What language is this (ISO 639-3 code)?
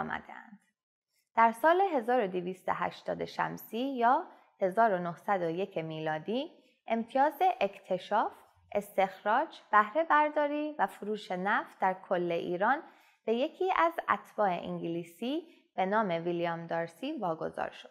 fas